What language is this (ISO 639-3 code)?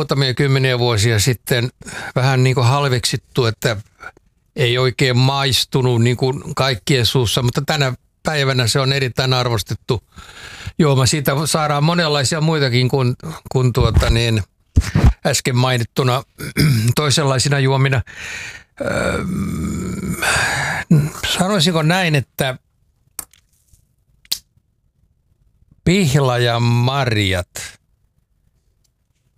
fin